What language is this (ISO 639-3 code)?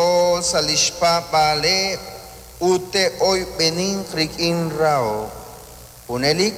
kek